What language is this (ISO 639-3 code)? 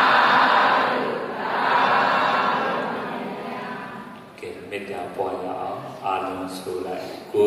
mya